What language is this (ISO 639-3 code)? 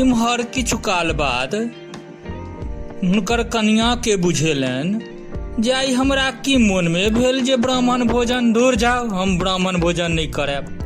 mai